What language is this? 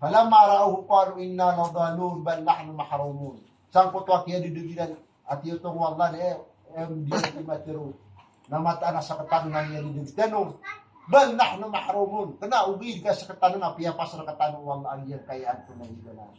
Maranao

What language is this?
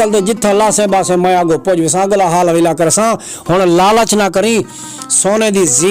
Saraiki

